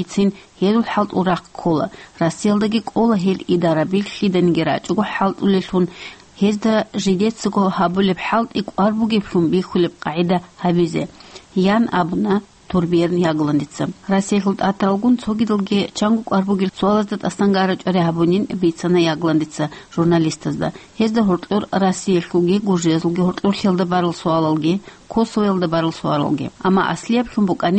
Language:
Avaric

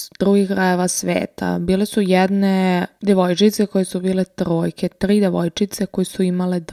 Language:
Serbian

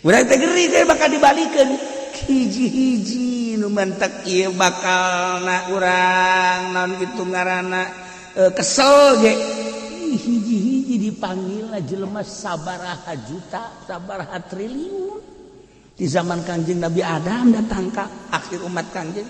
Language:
Sundanese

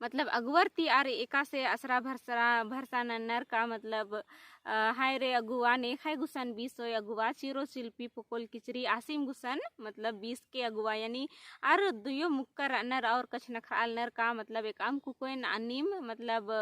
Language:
Kurukh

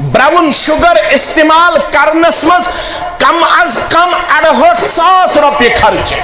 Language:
Kashmiri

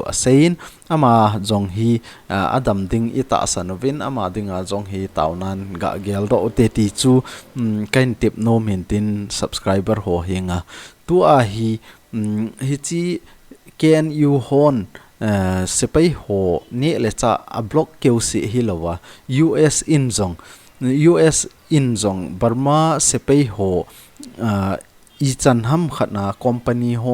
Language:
Thado Chin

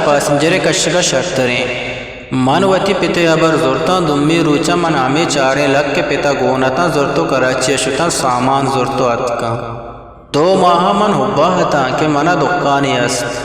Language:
Eastern Balochi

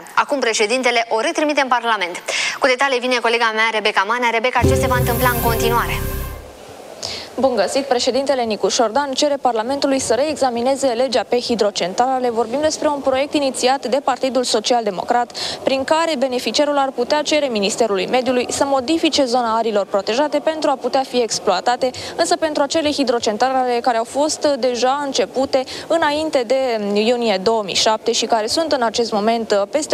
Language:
Romanian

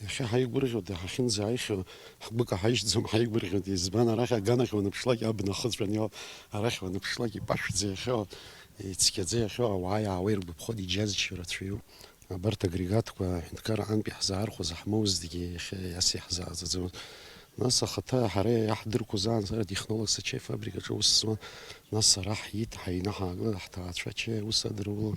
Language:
Abkhazian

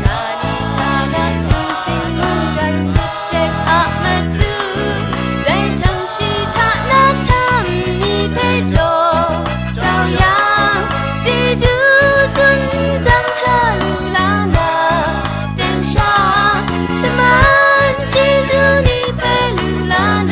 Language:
Kachin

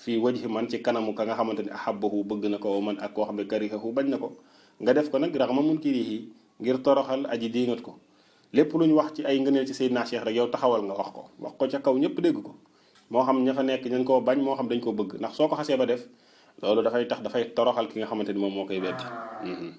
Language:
Wolof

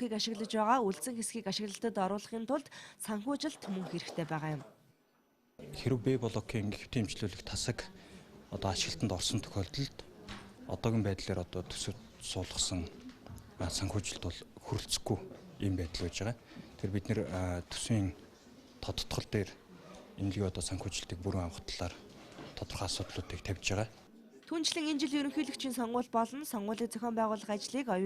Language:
Mongolian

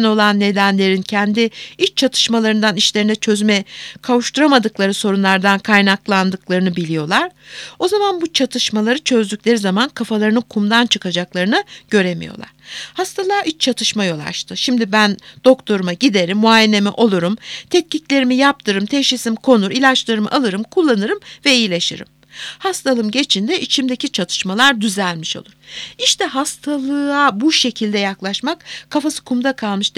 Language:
Turkish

